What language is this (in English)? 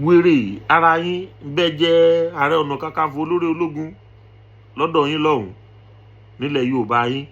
Yoruba